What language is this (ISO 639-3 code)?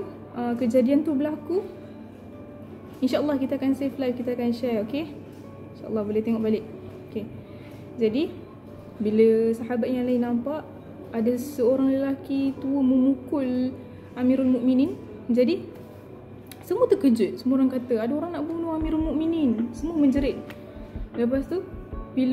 msa